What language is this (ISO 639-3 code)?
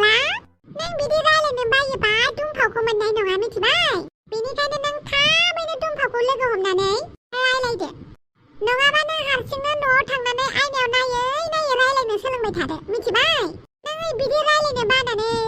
brx